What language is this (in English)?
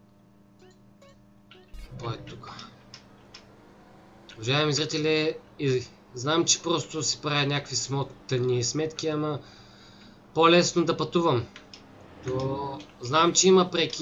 Bulgarian